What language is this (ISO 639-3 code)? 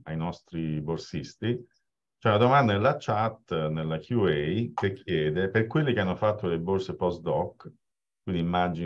ita